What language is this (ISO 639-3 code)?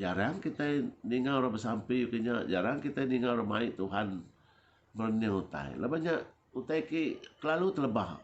iba